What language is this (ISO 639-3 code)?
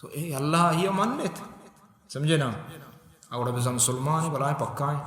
bal